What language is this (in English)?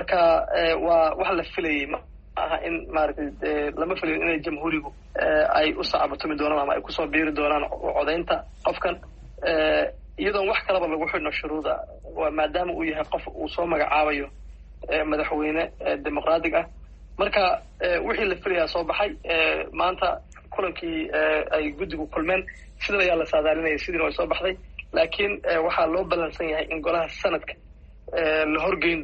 Somali